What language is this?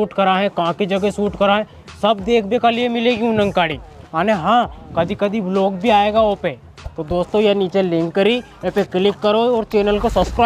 Rajasthani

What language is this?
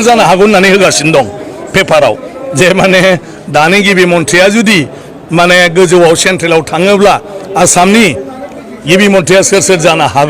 Bodo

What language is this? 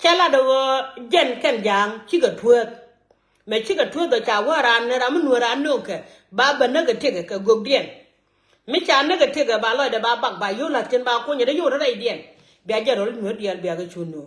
Nuer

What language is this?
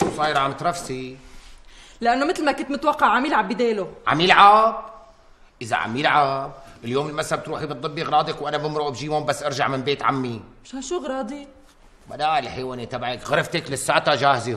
North Levantine Arabic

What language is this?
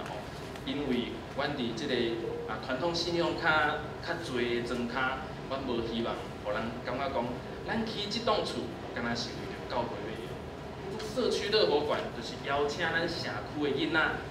Min Nan Chinese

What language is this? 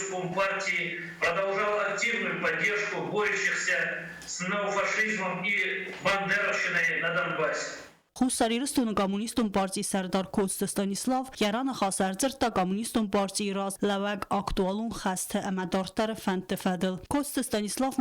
Ossetic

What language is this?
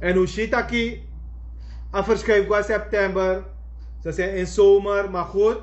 Sranan Tongo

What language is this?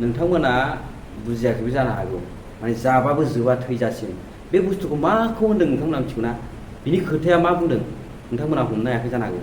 Bodo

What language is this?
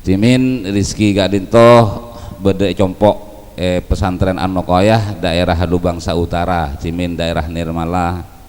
Madurese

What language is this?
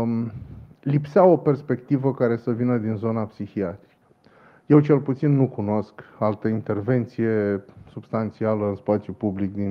Romanian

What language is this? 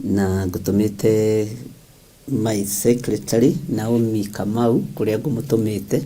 Kikuyu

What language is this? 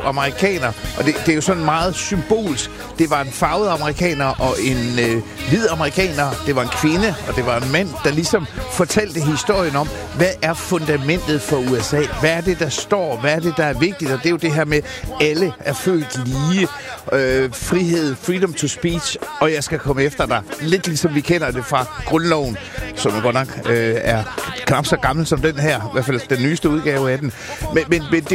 Danish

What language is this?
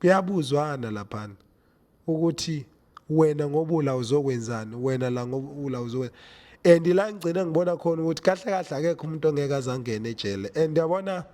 Zulu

